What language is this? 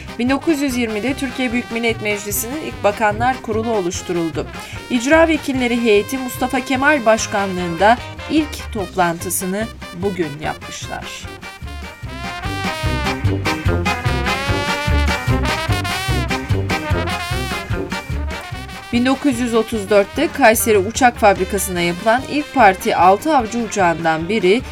Turkish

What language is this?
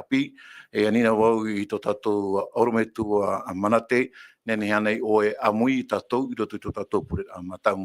Tahitian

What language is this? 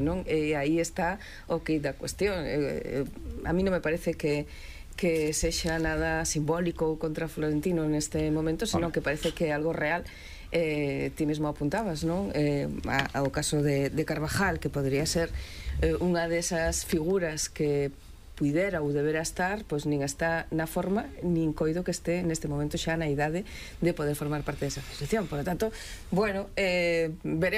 Galician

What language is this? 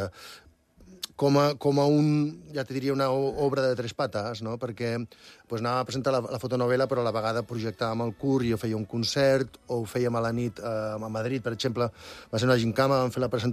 Catalan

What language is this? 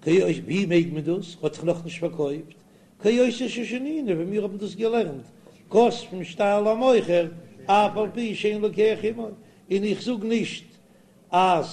Yiddish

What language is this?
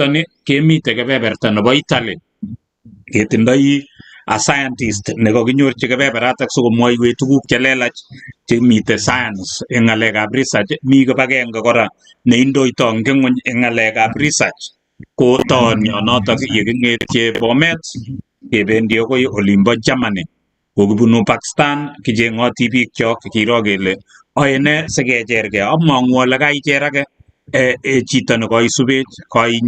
Kalenjin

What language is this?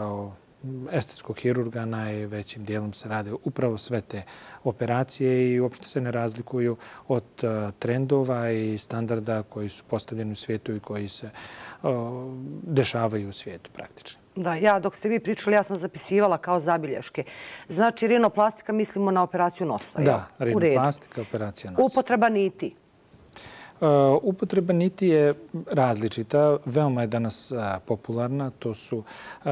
Bosnian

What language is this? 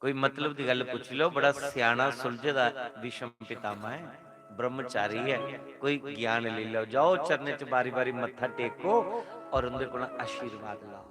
Dogri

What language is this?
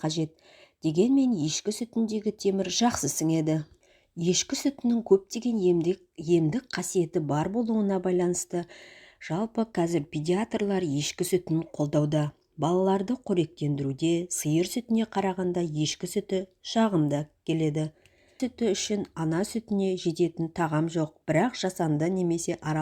Kazakh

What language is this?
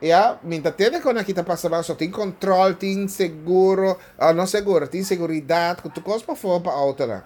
Papiamento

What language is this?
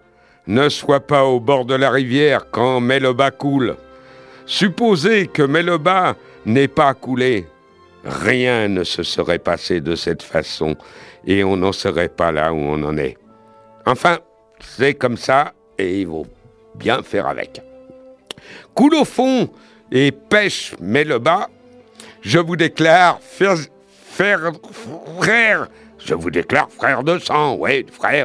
French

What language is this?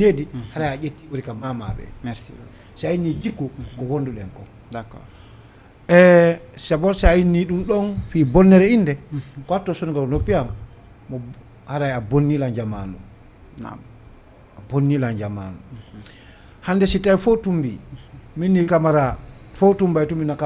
Fula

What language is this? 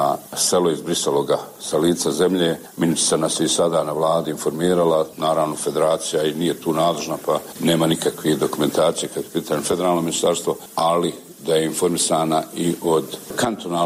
Bosnian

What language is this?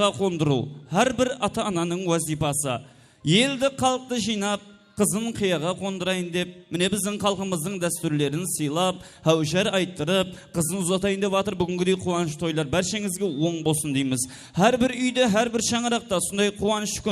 Kara-Kalpak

